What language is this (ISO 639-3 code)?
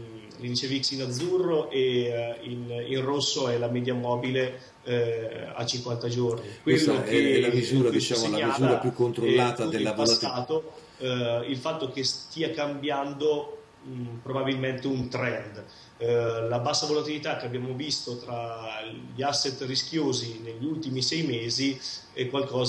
ita